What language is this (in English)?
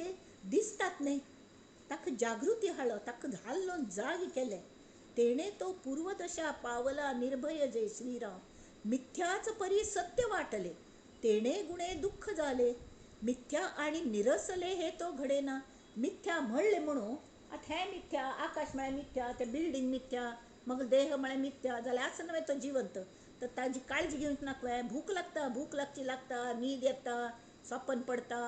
Konkani